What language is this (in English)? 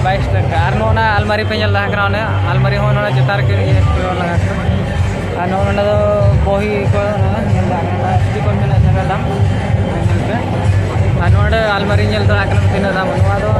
Santali